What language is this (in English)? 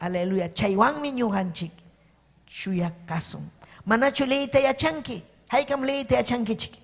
Ayacucho Quechua